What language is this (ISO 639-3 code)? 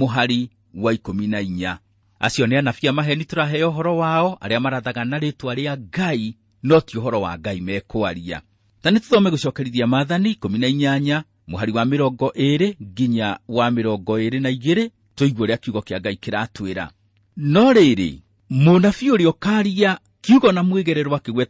kik